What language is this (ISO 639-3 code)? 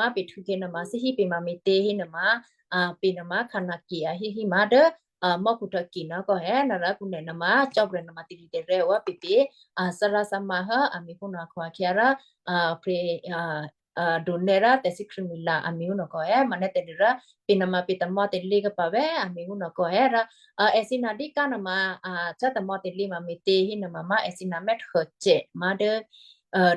kyu